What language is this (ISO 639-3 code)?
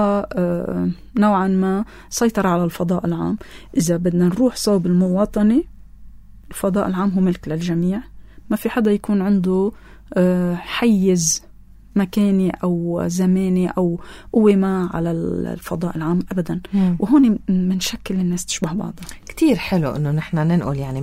apc